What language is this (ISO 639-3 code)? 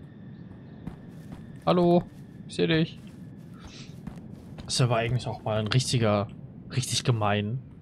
deu